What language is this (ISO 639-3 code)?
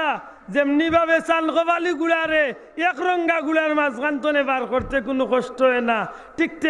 syl